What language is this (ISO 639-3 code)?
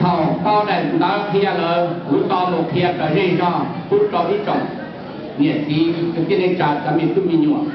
hmn